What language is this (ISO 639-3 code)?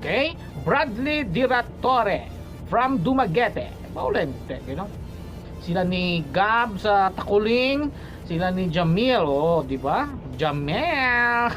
hil